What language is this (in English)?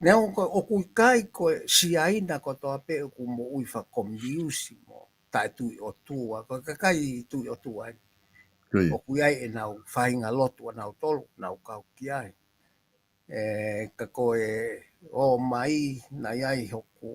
Tongan